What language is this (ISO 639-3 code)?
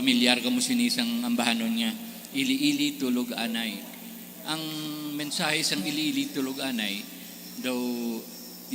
hil